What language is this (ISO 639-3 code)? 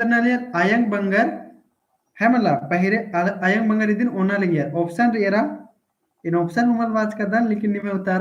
kru